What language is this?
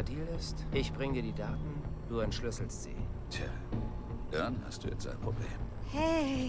Bavarian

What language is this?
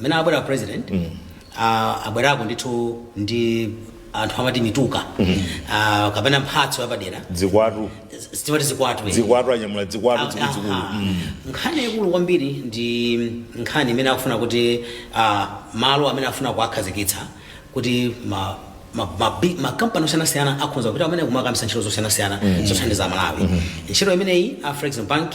Nyanja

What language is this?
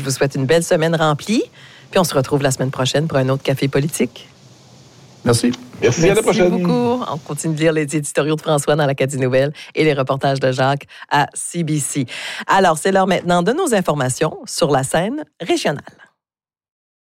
French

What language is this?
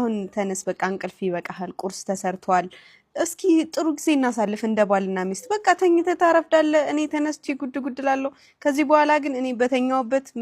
Amharic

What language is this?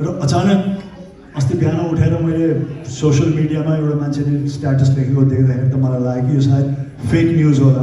Nepali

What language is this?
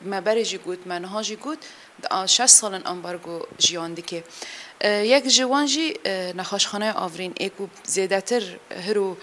Kurdish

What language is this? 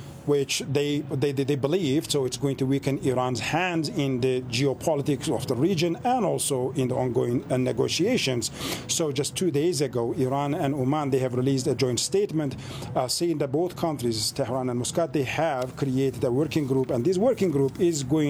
English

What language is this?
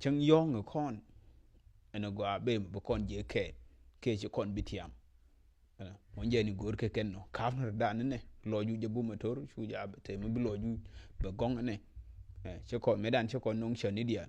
Nuer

